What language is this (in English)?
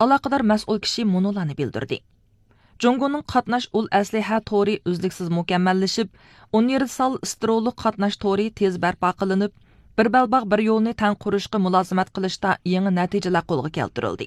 Uyghur